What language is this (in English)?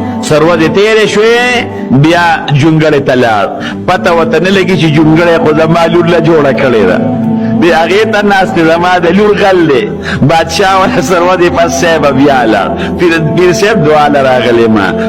Pashto